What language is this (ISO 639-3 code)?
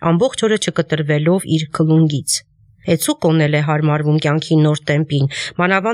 hye